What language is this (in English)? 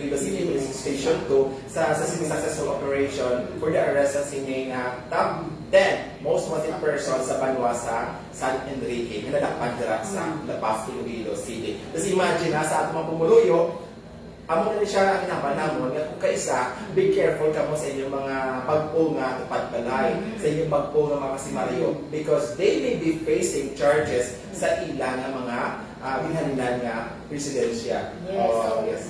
Hiligaynon